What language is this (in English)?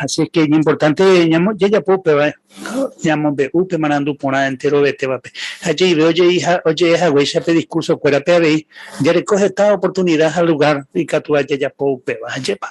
Guarani